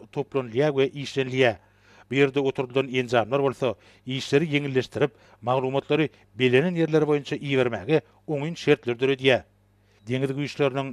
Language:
Turkmen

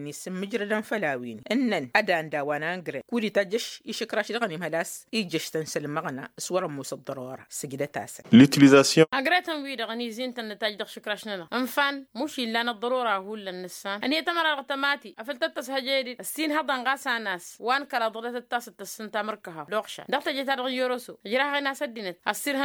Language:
Tamasheq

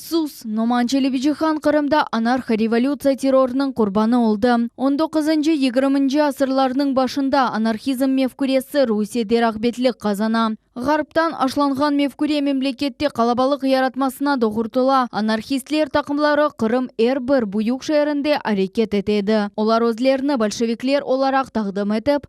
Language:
Crimean Tatar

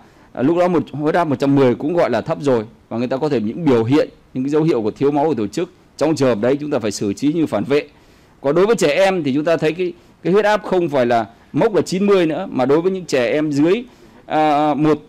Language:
Vietnamese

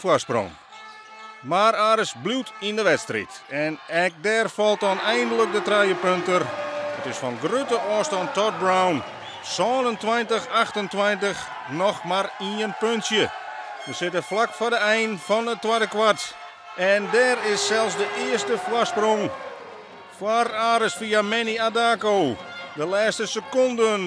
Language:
Western Frisian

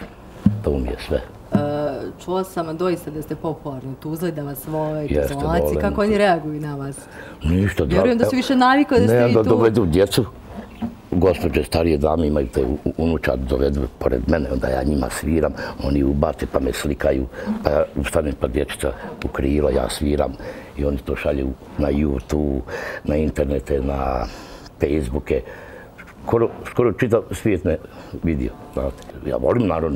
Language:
Bosnian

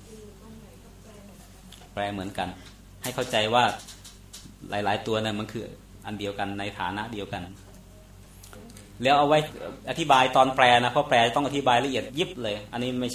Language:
Thai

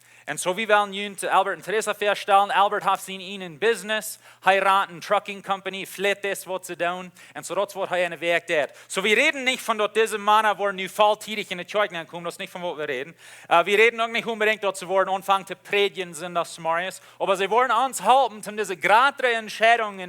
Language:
Plautdietsch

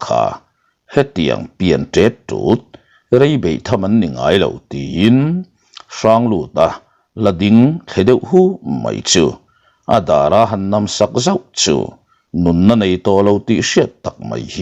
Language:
Mizo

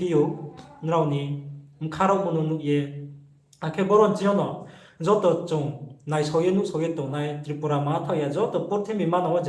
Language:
Riang (India)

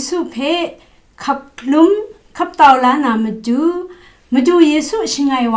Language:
Kachin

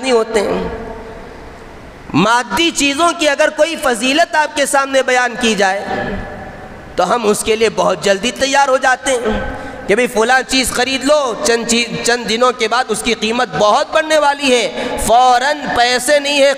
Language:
Urdu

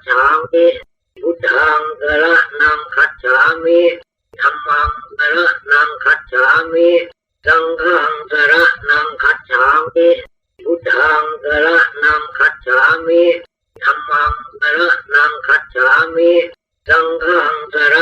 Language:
Pali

